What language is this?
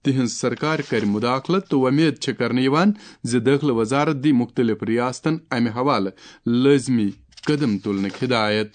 Kashmiri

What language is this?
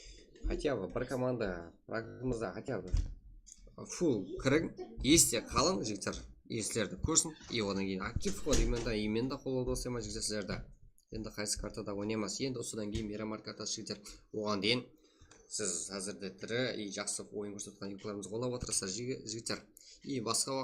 Kara-Kalpak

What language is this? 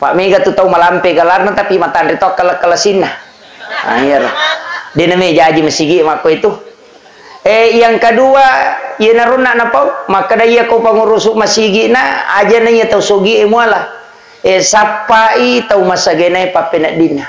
Buginese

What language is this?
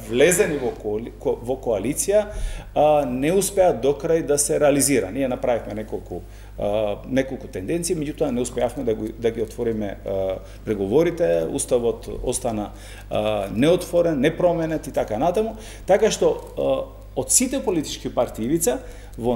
Macedonian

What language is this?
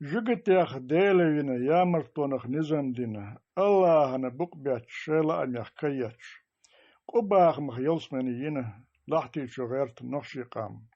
Chechen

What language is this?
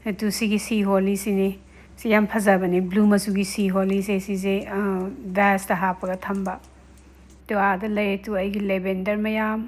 Manipuri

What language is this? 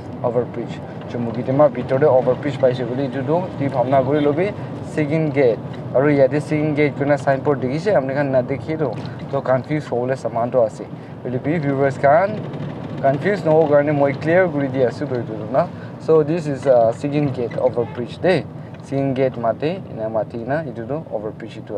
Naga Pidgin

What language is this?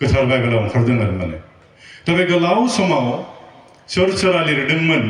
Bodo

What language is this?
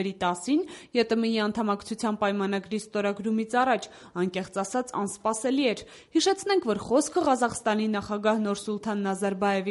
Armenian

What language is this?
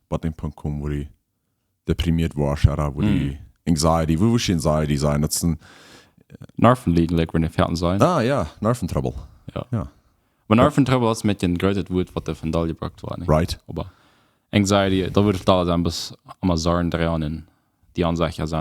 Plautdietsch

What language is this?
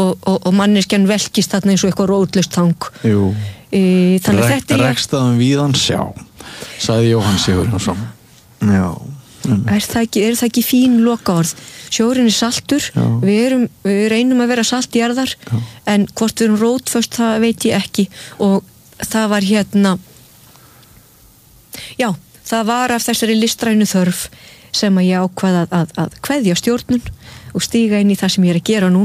Icelandic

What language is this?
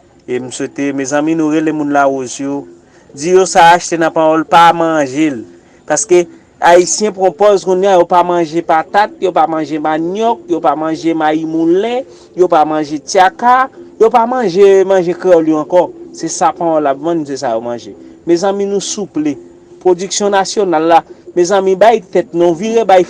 Haitian Creole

